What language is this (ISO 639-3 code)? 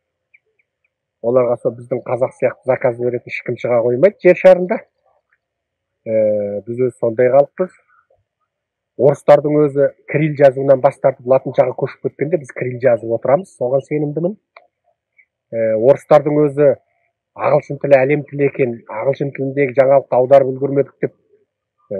kaz